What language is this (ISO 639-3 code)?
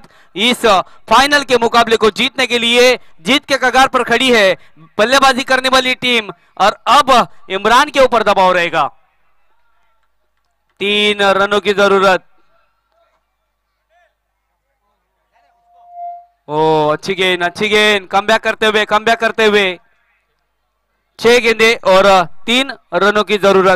hin